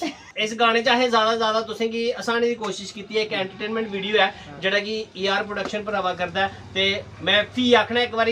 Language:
Dogri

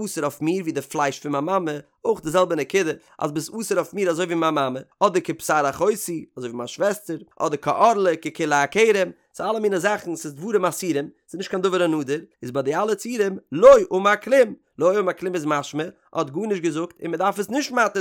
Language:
Yiddish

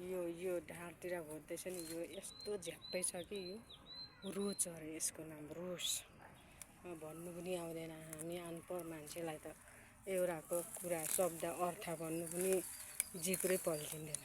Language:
Nepali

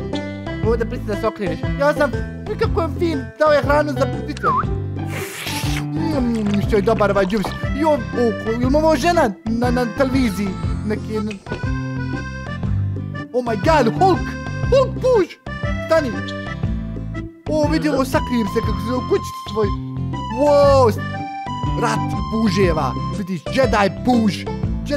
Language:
Croatian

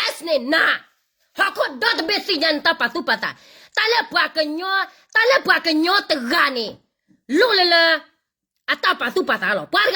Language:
S'gaw Karen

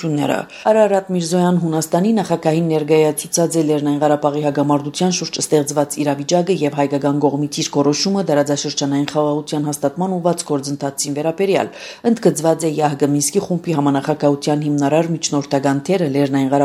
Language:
Armenian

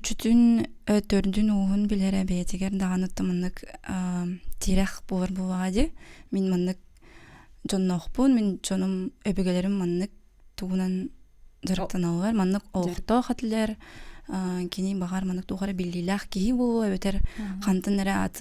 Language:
Yakut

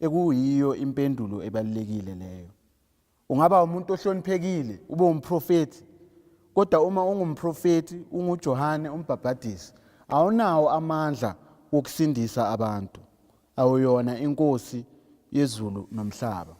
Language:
Zulu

